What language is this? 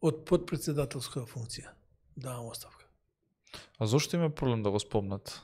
Macedonian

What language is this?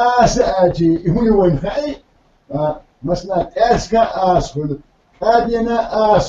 Chechen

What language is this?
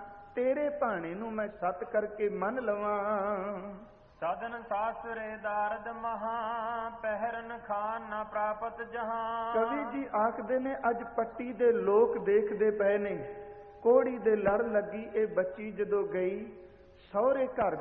Punjabi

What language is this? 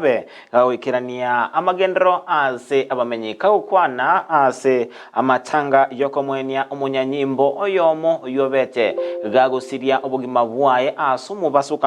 Gusii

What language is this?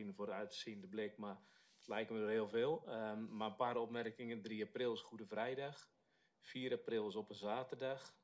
Dutch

